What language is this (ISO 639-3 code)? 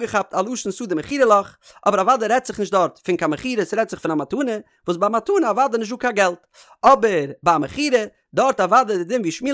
yid